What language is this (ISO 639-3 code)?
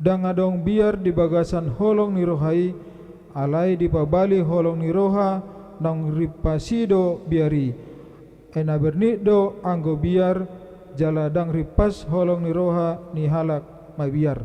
bbc